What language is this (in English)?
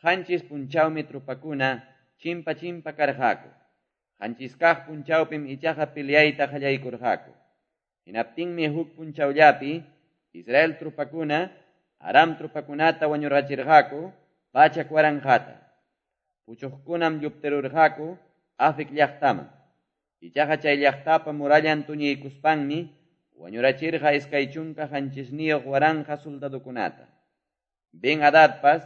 Quechua